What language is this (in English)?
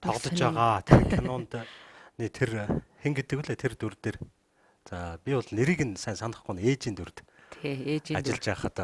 Mongolian